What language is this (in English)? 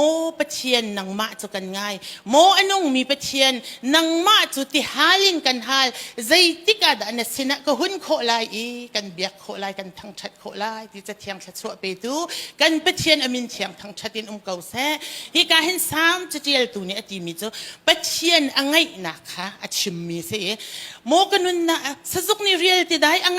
Hakha Chin